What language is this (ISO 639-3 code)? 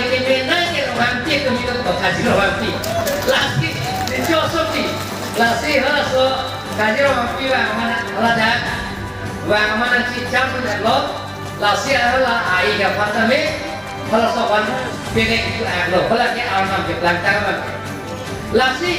mjw